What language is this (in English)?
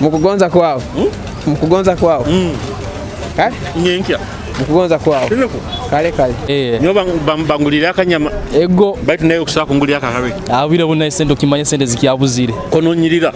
Nyoro